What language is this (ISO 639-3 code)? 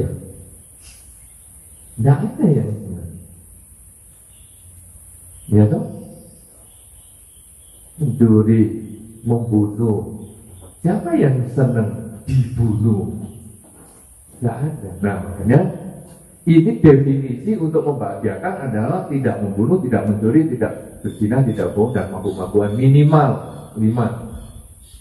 ind